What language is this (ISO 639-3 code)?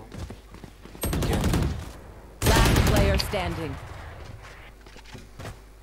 ron